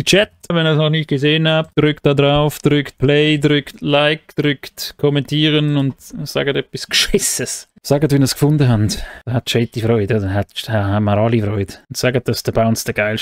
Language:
Swiss German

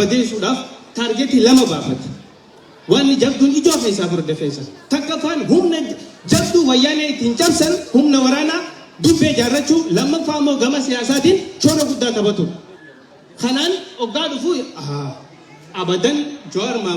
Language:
Oromo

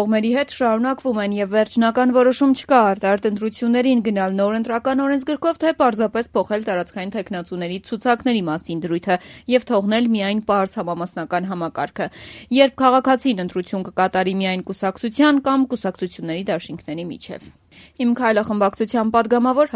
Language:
Armenian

